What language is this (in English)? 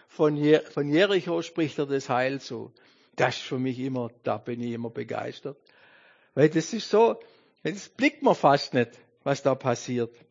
German